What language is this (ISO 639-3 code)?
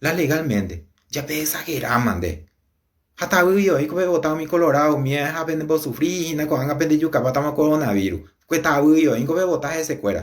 grn